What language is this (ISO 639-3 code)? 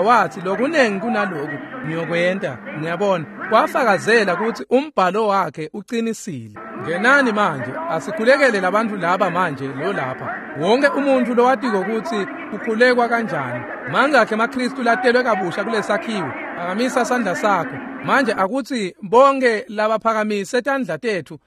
ssw